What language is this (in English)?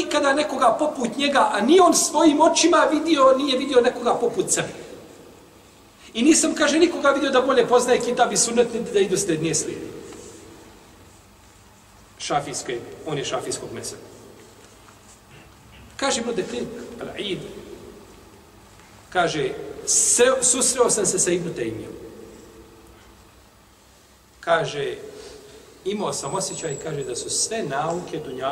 Bosnian